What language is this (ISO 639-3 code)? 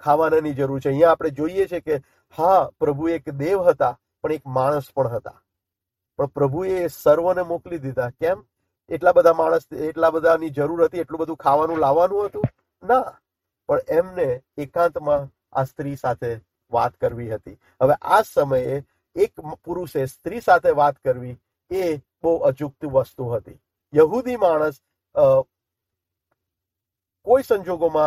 guj